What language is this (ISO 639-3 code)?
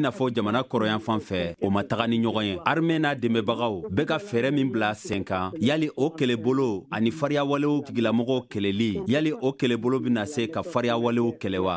bam